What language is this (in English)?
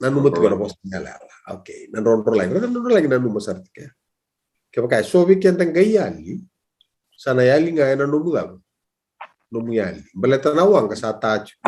Fijian